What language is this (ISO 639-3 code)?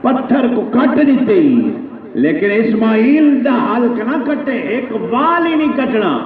skr